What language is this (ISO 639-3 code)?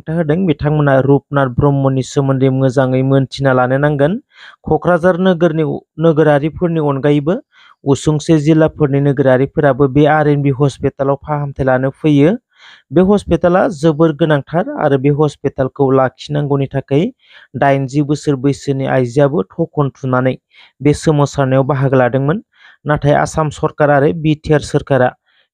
brx